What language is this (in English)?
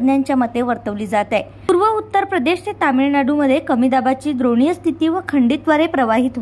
Marathi